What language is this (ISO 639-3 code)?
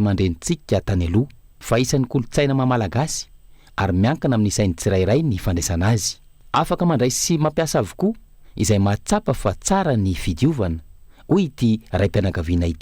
mlg